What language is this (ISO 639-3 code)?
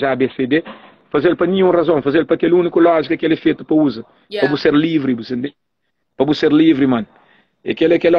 kea